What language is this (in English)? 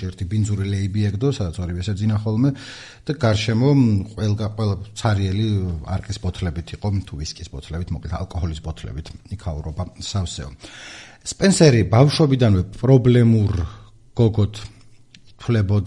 Georgian